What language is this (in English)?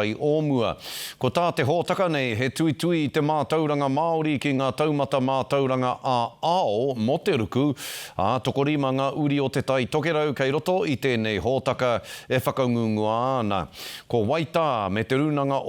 Māori